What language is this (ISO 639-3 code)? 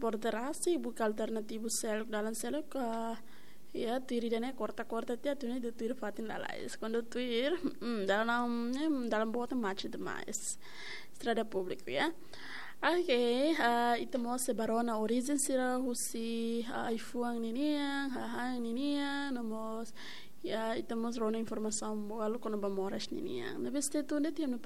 tet